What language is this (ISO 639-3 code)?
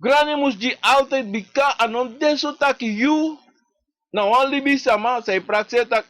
srn